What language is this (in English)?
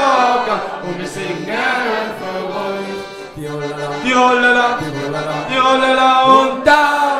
Swiss German